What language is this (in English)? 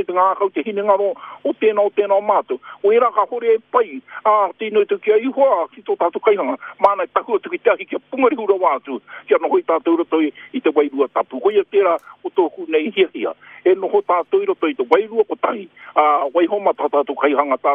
Māori